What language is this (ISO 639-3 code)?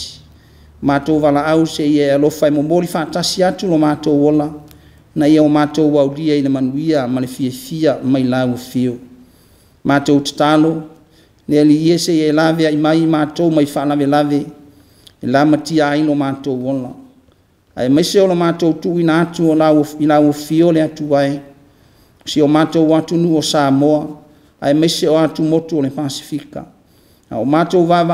smo